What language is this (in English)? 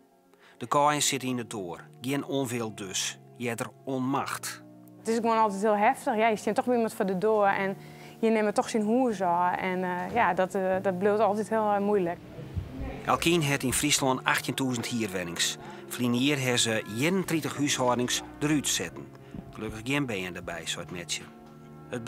Western Frisian